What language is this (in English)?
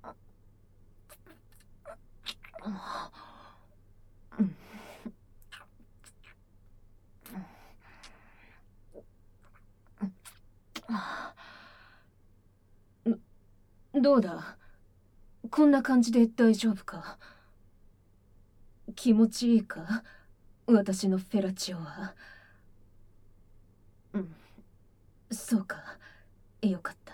Japanese